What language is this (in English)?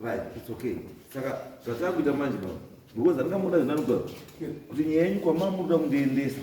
Shona